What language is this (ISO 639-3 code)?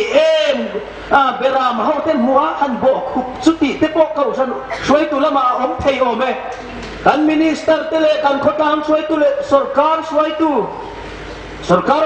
hmr